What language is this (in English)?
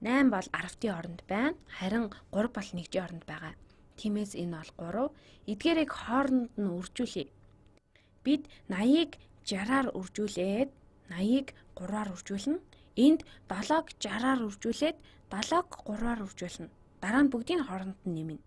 Mongolian